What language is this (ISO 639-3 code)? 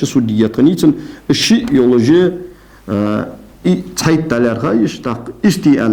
inh